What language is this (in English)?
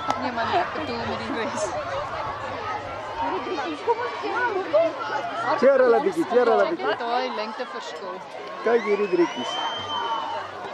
Afrikaans